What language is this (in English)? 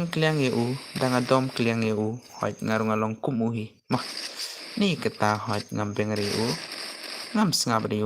Khasi